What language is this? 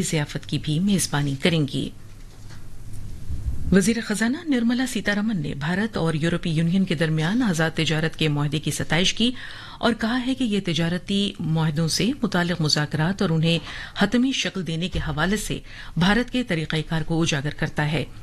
Urdu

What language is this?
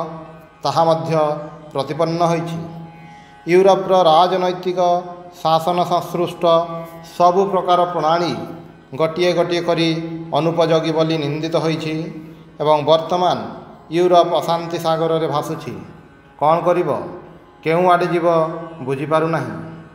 Odia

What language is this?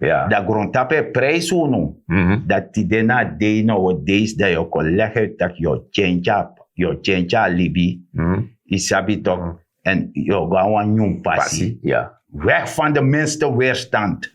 Sranan Tongo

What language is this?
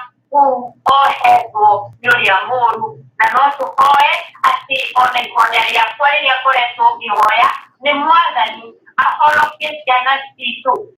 Kikuyu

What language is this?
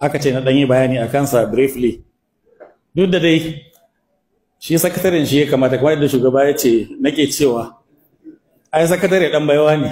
Hausa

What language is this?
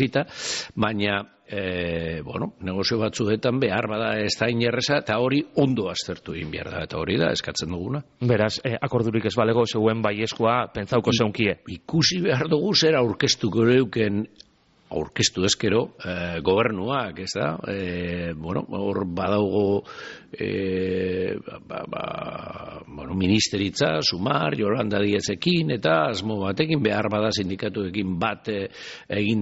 Basque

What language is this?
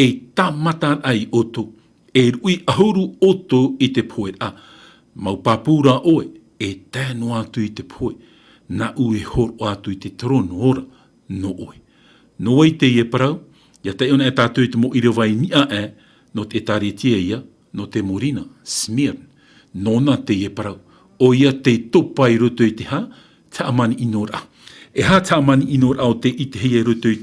Tahitian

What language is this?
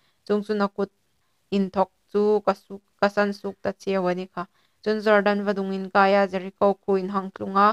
Hmar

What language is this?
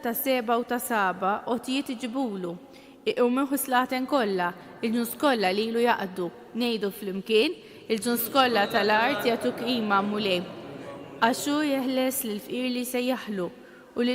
Maltese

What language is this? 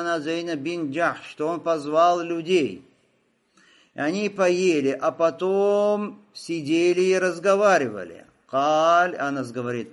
Russian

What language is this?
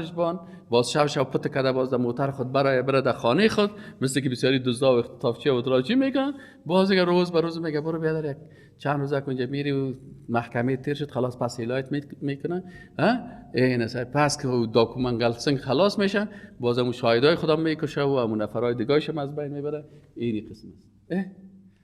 Persian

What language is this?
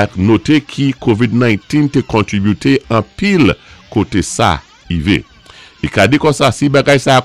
Saint Lucian Creole French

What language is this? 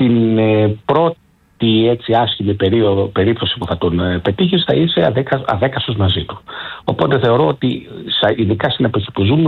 Greek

